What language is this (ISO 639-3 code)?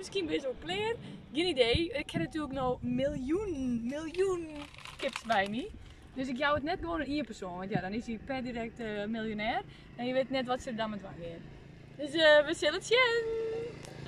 fry